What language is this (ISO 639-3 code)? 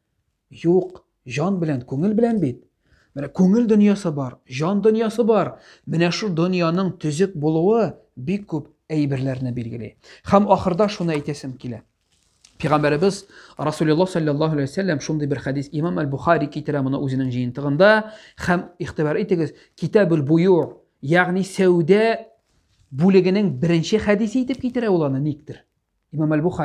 tat